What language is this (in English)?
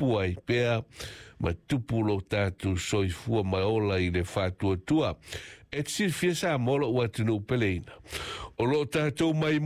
Samoan